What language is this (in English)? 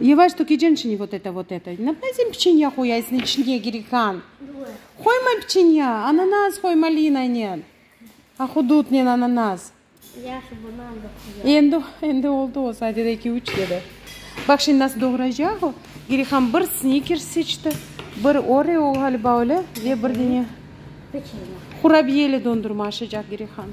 Crimean Tatar